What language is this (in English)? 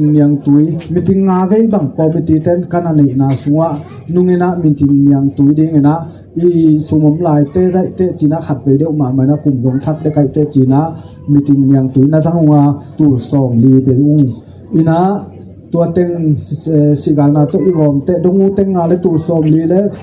Tedim Chin